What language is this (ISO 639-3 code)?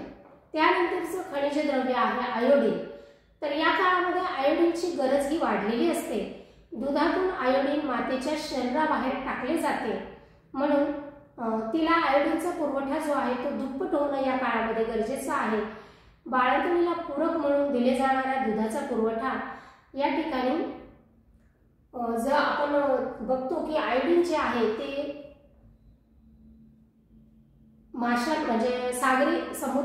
mar